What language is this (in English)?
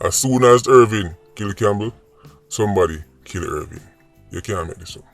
Jamaican Creole English